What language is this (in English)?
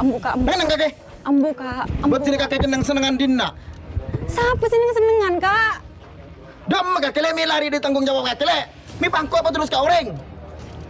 Madurese